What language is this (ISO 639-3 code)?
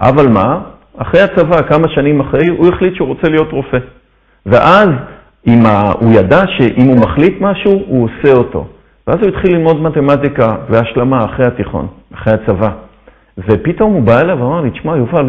heb